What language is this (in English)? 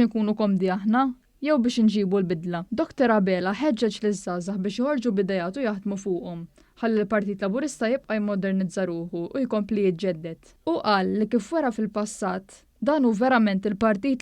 Maltese